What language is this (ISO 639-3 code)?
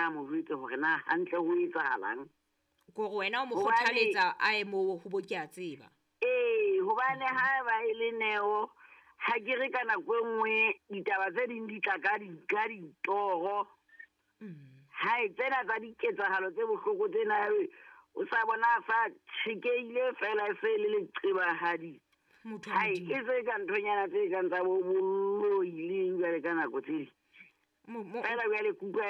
sot